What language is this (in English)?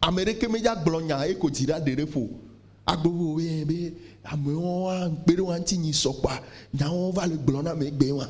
Ewe